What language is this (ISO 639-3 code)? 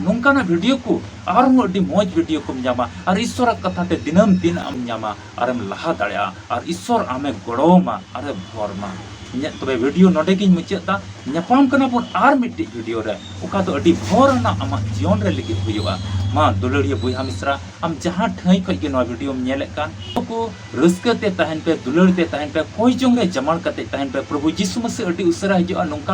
sat